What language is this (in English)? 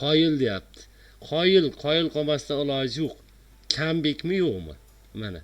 Uzbek